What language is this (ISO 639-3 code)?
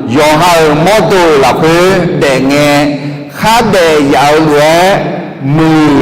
ahk